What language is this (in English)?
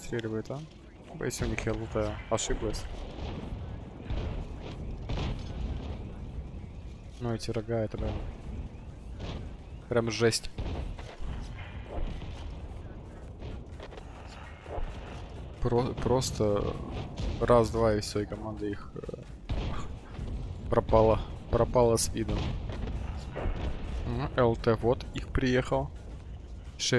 Russian